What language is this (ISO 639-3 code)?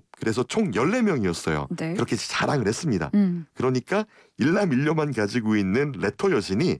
kor